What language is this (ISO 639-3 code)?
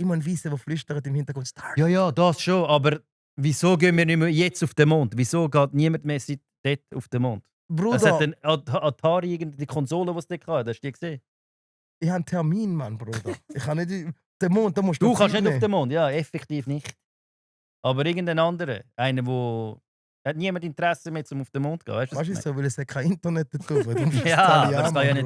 gsw